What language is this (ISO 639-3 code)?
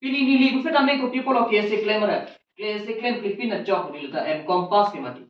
mjw